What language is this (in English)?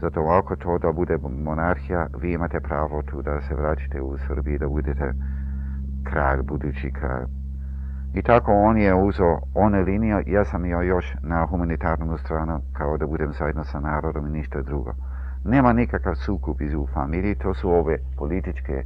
Serbian